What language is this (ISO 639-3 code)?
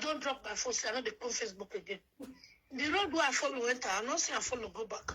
pcm